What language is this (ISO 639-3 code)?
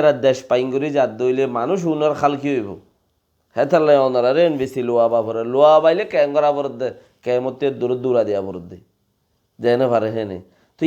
rhg